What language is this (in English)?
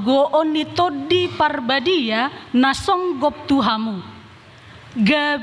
Batak Toba